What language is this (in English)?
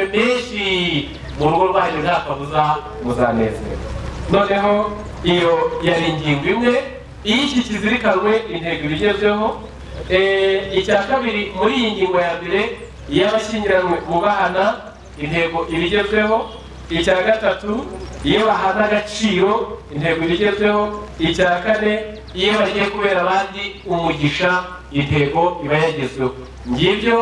Kinyarwanda